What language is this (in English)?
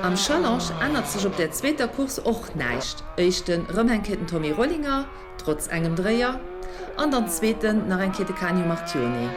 Luxembourgish